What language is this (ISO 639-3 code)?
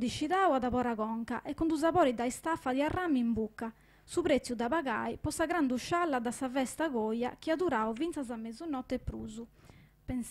srd